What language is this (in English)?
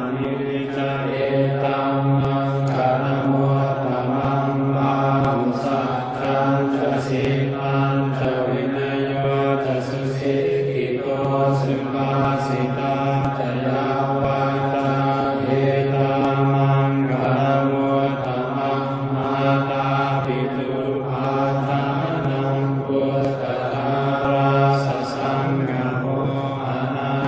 Pali